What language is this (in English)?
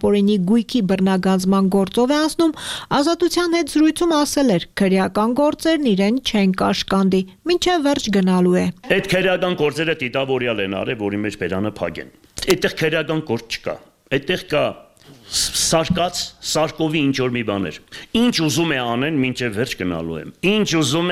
Armenian